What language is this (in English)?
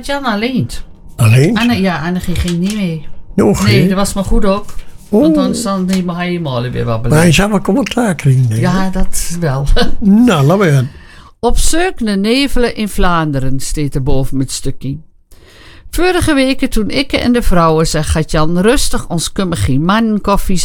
Dutch